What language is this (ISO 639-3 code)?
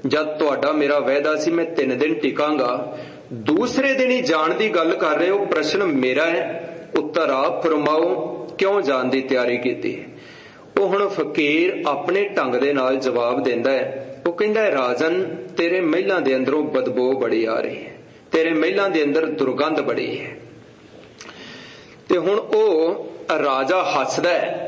pan